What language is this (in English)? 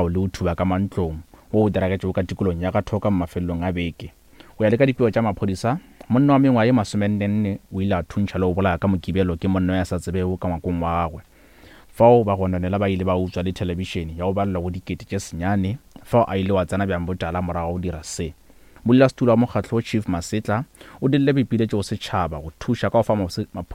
Northern Sotho